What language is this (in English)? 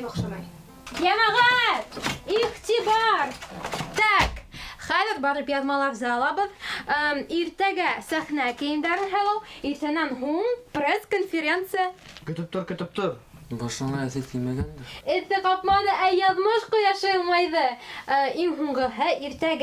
Bashkir